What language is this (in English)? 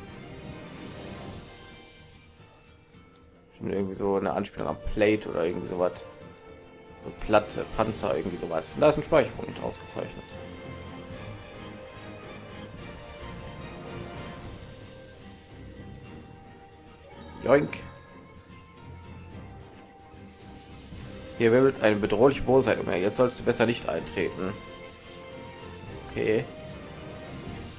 German